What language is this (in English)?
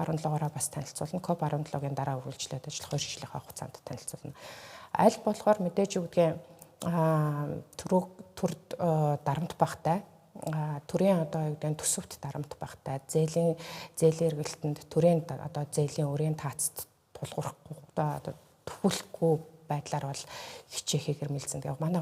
Mongolian